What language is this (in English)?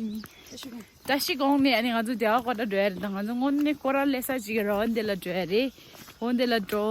Tibetan